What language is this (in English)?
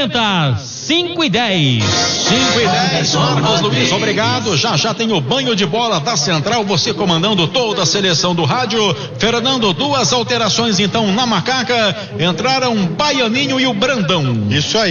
Portuguese